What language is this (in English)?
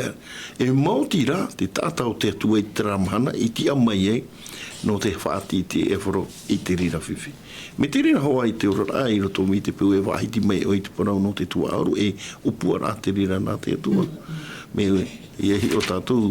Tahitian